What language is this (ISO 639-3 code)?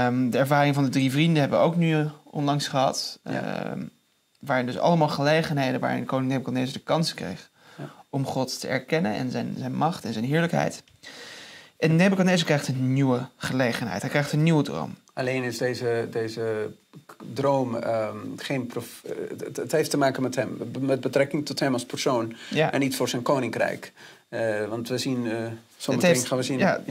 nld